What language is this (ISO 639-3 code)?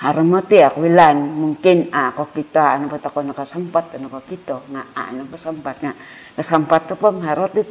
dtp